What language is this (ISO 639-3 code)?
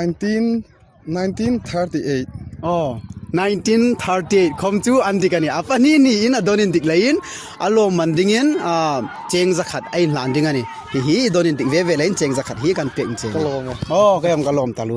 hmr